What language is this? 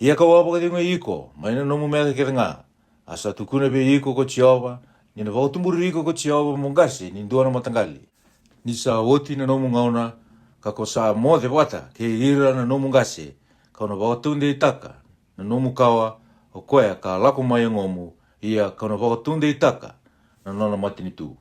Fijian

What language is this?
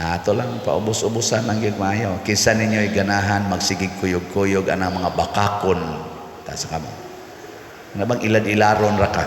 Cebuano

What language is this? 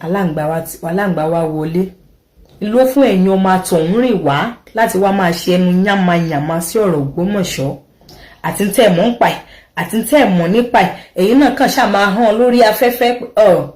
Yoruba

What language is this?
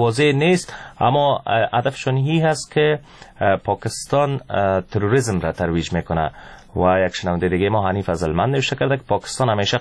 Persian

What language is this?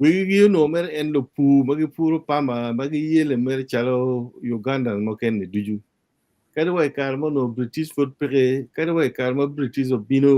Acoli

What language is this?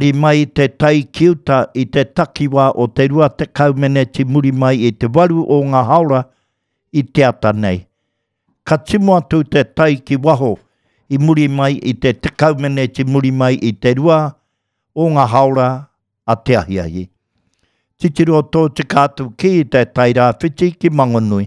Māori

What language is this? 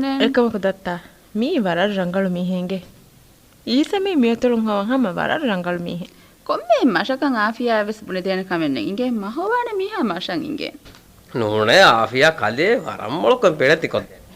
Divehi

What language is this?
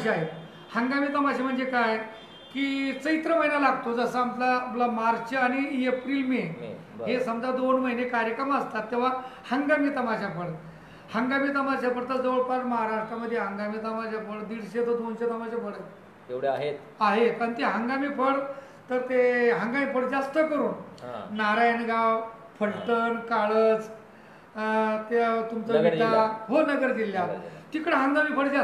Marathi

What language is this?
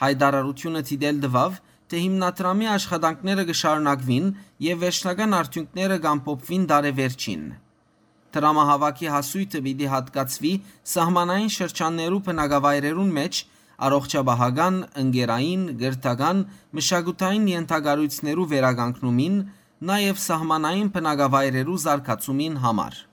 Western Armenian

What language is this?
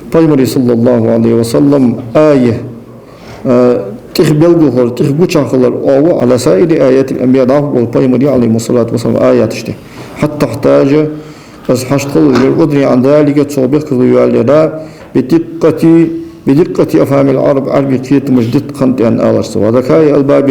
Ingush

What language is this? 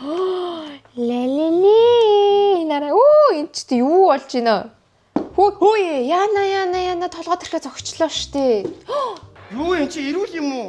Mongolian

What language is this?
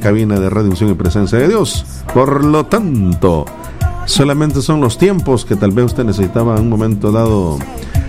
Spanish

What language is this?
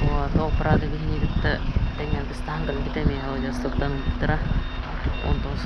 Yakut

